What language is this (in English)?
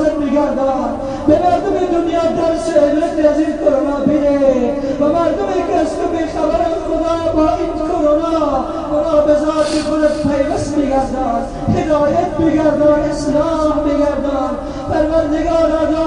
Tajik